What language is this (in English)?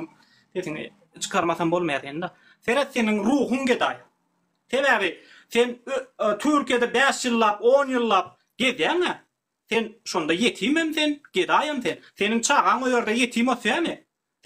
Turkmen